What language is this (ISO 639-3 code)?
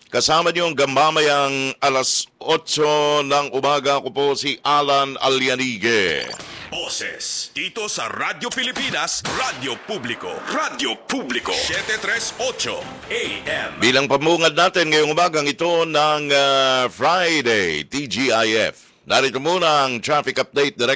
fil